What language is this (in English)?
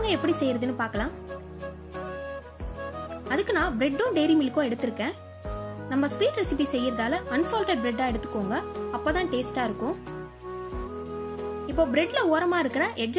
Tamil